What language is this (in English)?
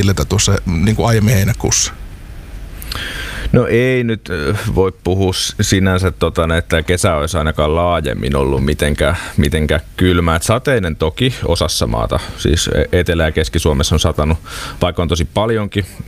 Finnish